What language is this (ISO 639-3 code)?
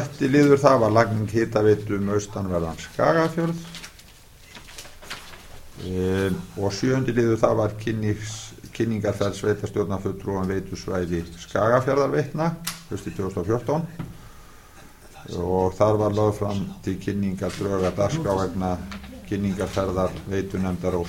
isl